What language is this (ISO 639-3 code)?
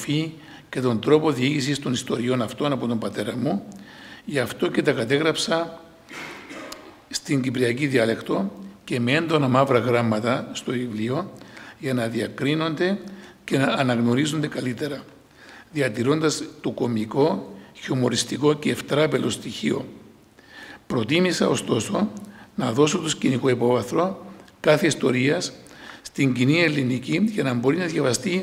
ell